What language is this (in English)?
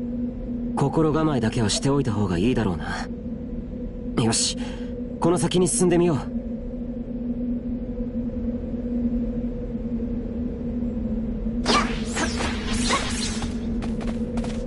Japanese